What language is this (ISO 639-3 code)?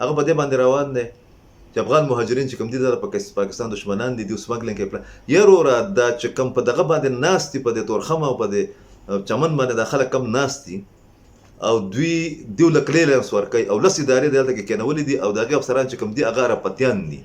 pus